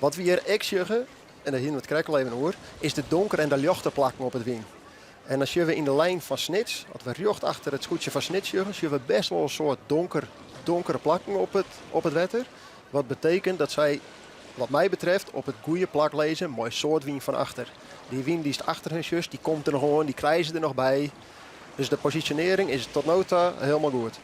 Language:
Western Frisian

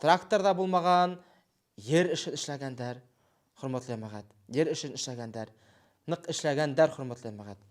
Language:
Bashkir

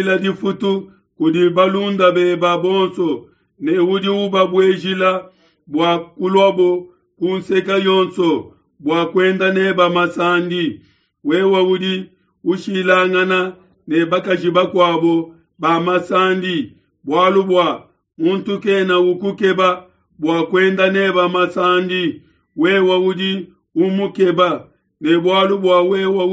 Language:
Luba-Lulua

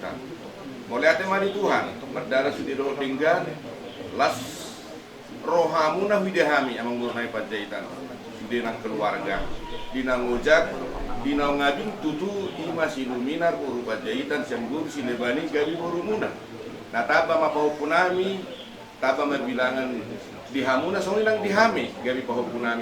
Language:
Batak Toba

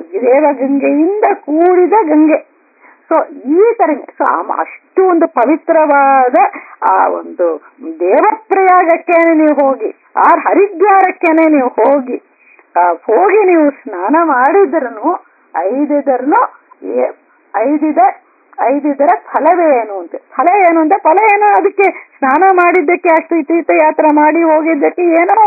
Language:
Kannada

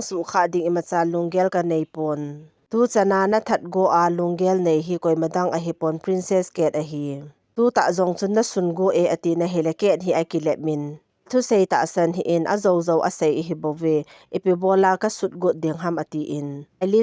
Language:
Thado Chin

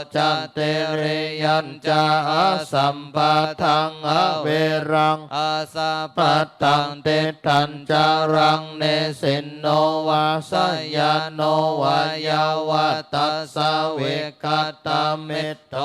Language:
Pali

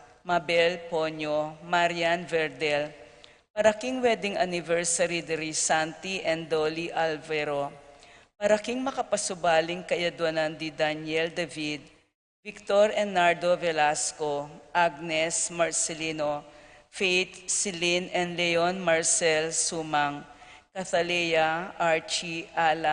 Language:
Pampanga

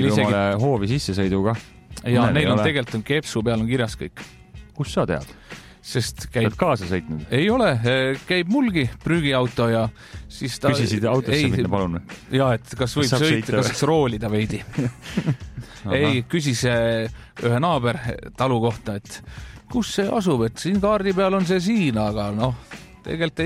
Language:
Estonian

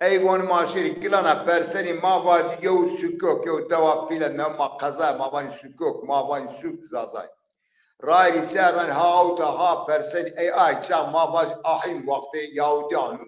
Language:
Zaza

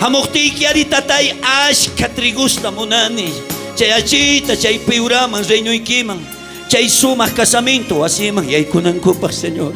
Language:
South Bolivian Quechua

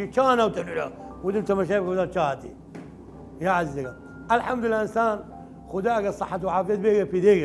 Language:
Southern Kurdish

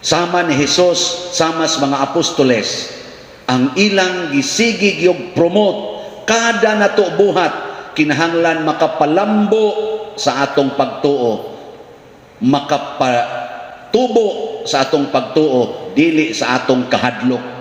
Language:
Cebuano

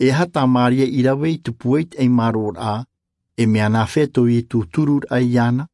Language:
Tahitian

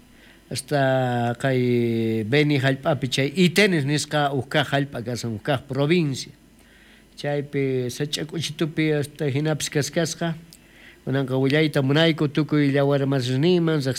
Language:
South Bolivian Quechua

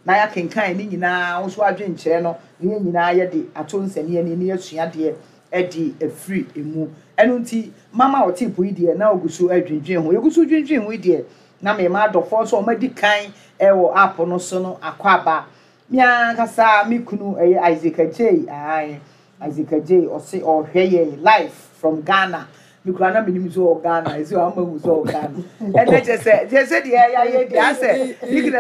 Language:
Akan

